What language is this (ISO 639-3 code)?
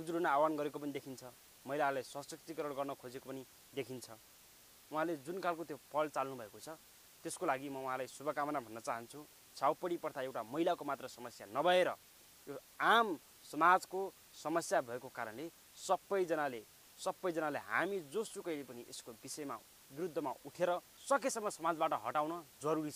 nep